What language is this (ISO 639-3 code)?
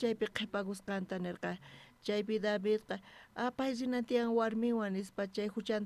quh